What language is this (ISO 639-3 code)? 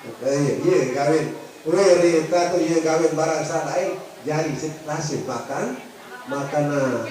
sas